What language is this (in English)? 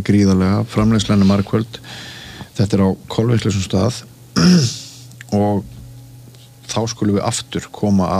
Icelandic